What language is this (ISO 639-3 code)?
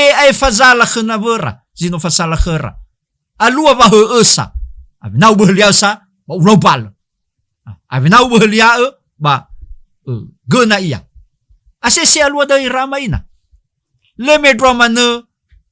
nia